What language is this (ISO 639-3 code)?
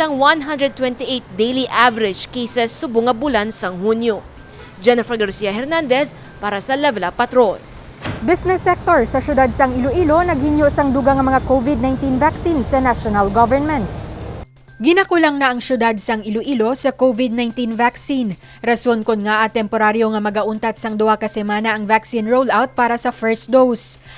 hil